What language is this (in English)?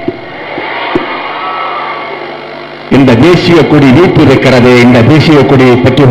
Tamil